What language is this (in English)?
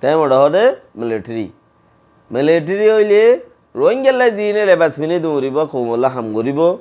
Rohingya